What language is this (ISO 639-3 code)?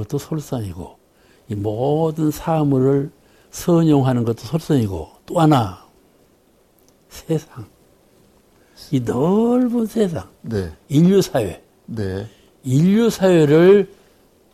kor